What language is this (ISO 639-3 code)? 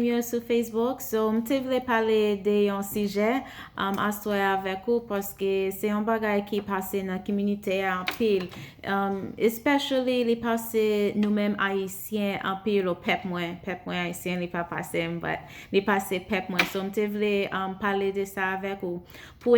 hat